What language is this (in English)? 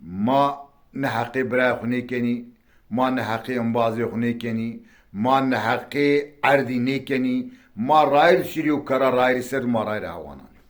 Zaza